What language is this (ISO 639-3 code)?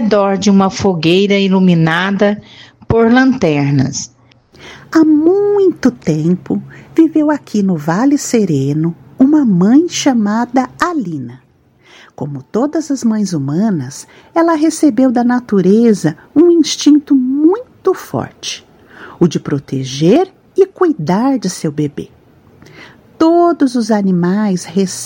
por